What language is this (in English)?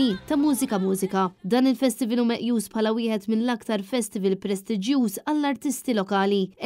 Maltese